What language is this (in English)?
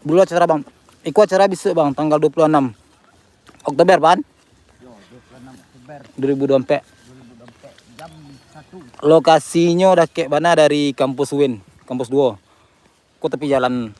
Minangkabau